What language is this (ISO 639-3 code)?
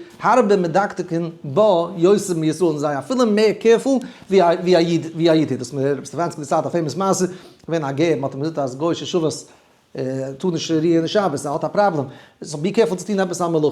yid